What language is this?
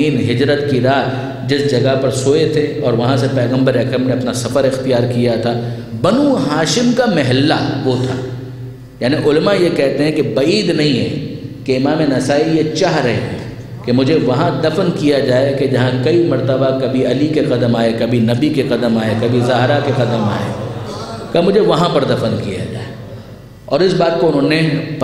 Urdu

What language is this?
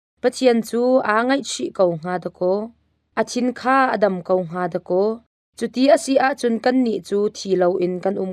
Hakha Chin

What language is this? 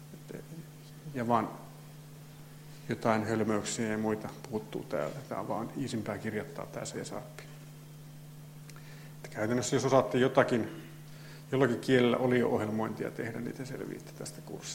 Finnish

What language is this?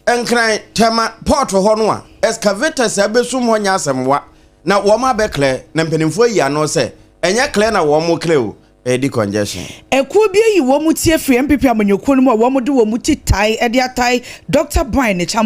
Akan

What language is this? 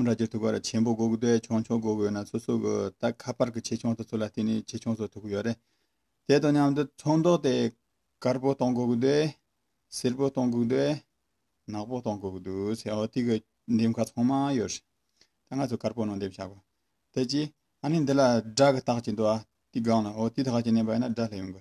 Tibetan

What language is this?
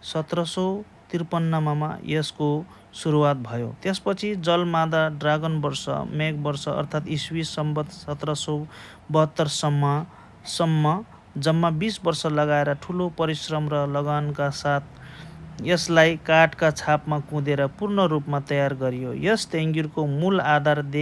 Nepali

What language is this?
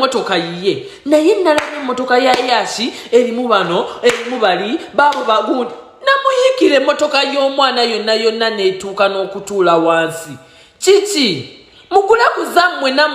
Ganda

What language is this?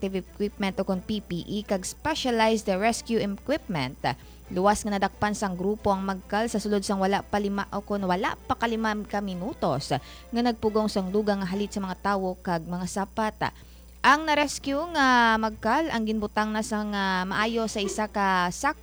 Hiligaynon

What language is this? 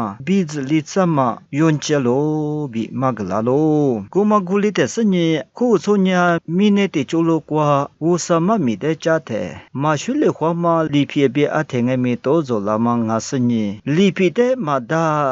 Lisu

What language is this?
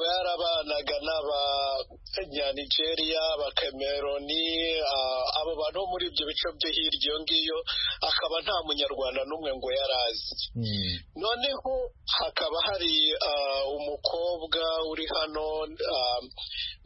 Kinyarwanda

